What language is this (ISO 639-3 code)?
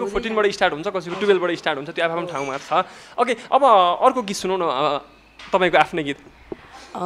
nep